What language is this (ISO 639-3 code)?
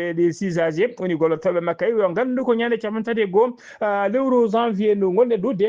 ful